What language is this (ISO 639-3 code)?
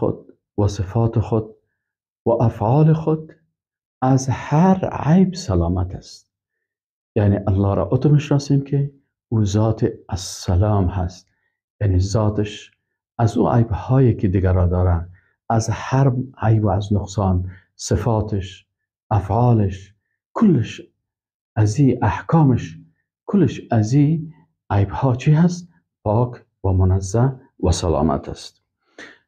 fas